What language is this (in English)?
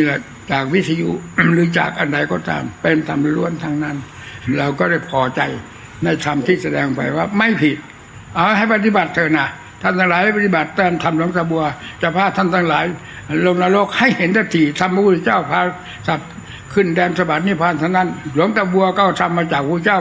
Thai